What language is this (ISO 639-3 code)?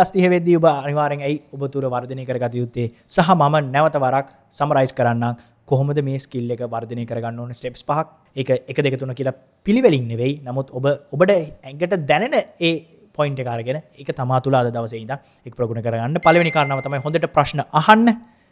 sin